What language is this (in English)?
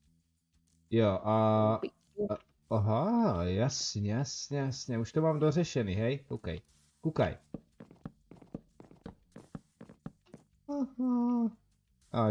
Czech